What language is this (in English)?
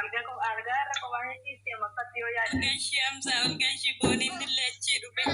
Oromo